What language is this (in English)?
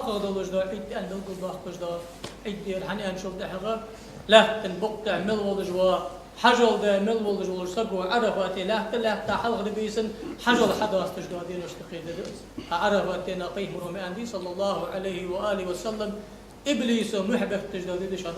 Ingush